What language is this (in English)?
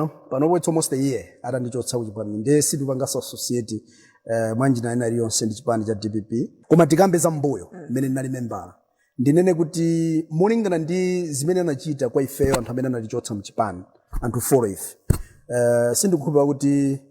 Nyanja